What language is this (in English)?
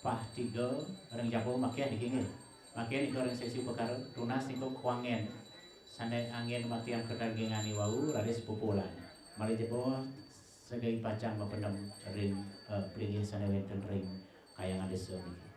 Balinese